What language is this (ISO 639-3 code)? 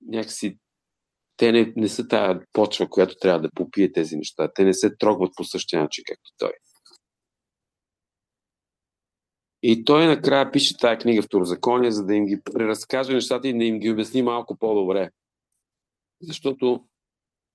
bul